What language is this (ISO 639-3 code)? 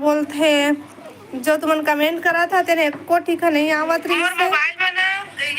hne